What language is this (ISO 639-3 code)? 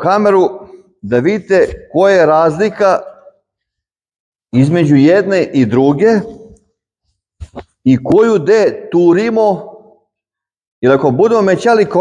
srp